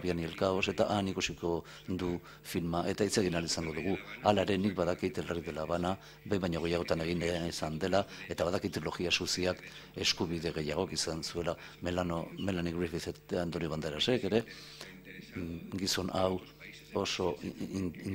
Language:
Basque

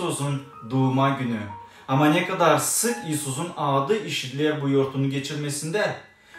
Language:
Gagauz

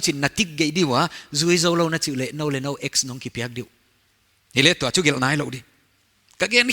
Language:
Paite Chin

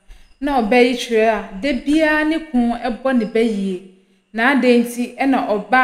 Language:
Akan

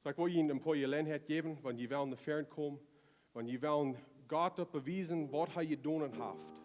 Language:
Plautdietsch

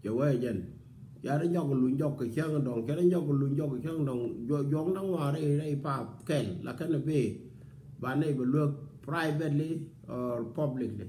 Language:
Nuer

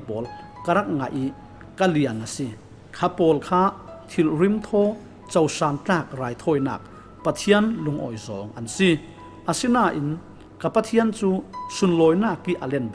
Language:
Falam Chin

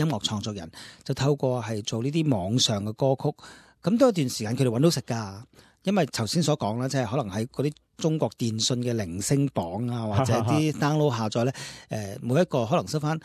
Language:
Cantonese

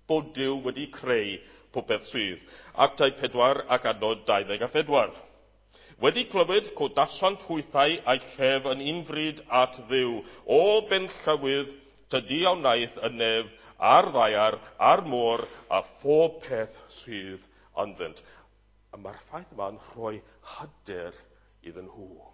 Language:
Welsh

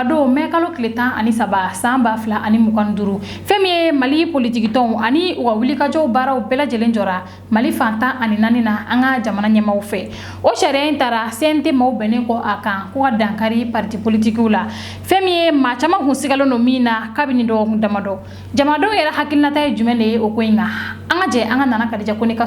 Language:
Bambara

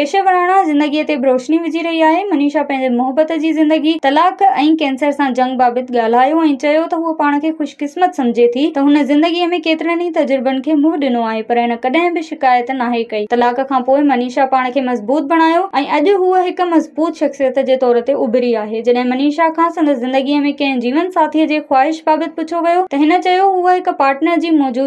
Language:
Sindhi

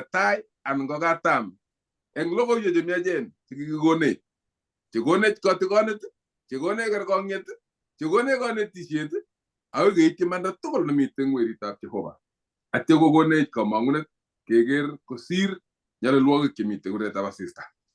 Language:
Kalenjin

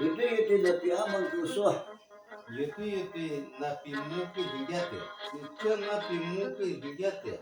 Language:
Shuar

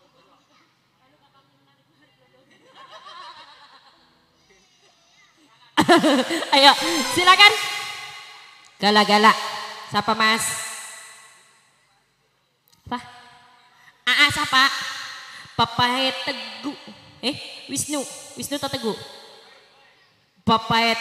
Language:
Indonesian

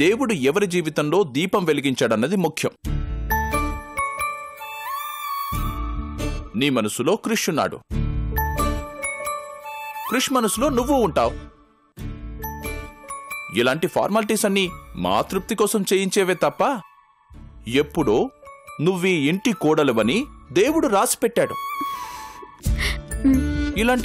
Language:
Telugu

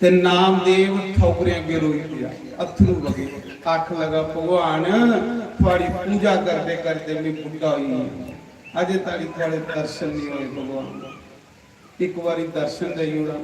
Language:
Dogri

